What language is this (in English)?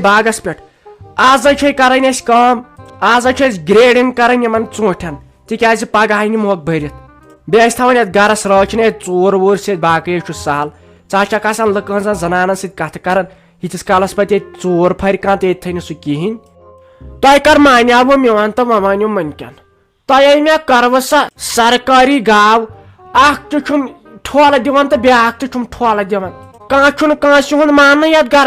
Kashmiri